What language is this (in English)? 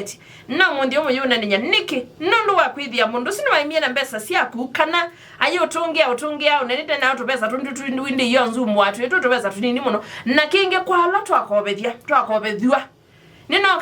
Kamba